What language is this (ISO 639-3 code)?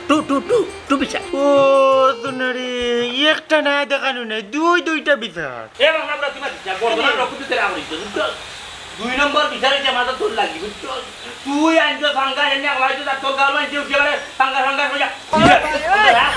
syl